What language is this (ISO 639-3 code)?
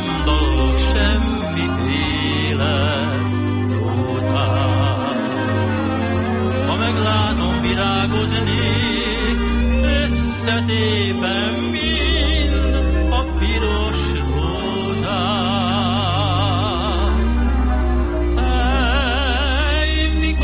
hun